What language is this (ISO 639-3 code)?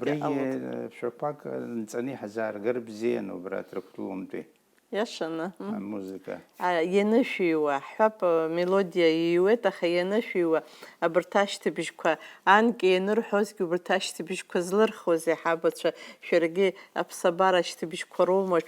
abk